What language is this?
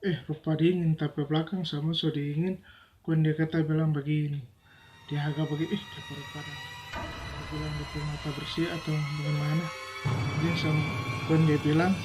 Manado Malay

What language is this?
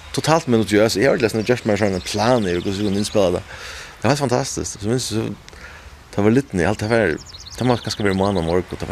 Faroese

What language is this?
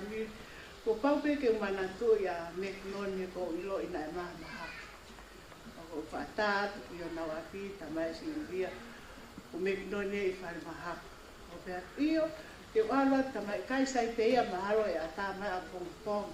Tongan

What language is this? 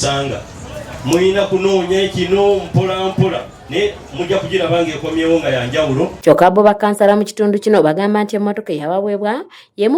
Ganda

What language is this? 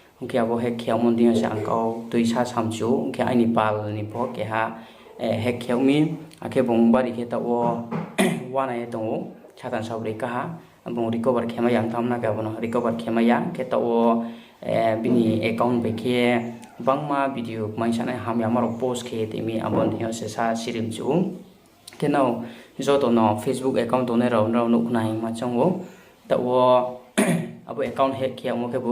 Riang (India)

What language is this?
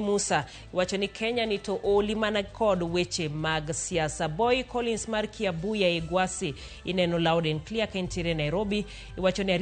Luo (Kenya and Tanzania)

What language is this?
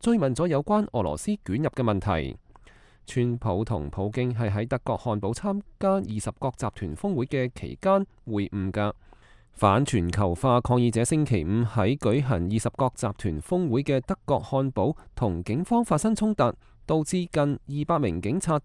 Cantonese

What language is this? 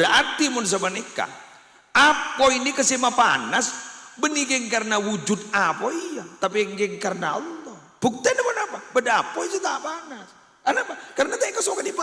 Madurese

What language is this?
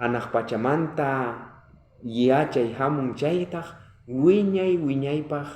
South Bolivian Quechua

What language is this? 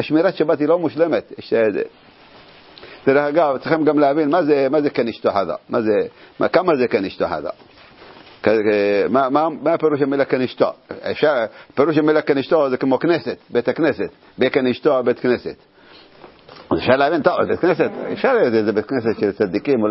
Hebrew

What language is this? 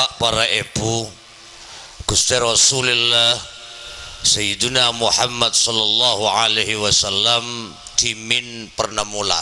Madurese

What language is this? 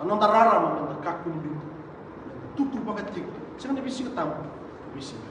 Fijian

